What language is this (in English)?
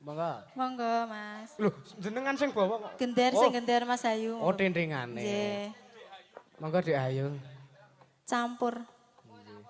Javanese